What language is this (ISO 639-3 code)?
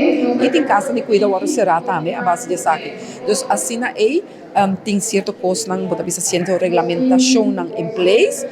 pap